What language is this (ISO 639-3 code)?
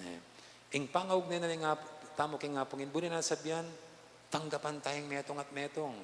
pam